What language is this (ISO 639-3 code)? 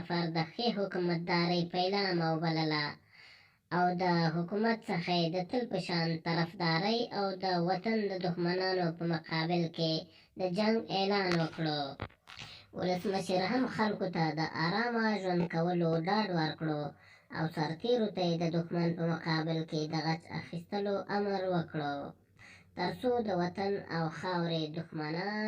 pus